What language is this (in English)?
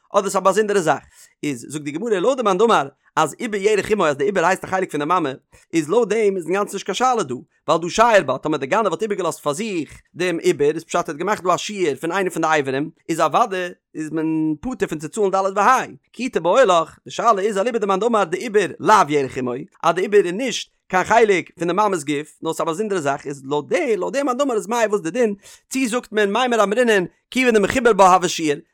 Yiddish